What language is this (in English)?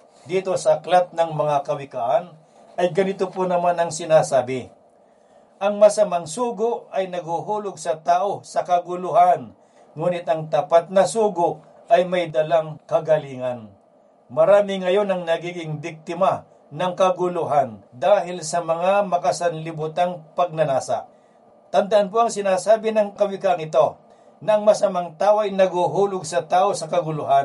Filipino